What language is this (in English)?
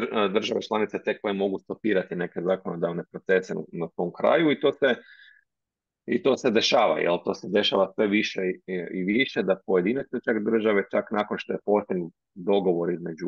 Croatian